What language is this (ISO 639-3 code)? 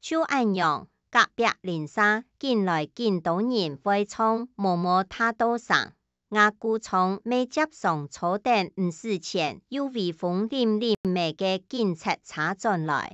hak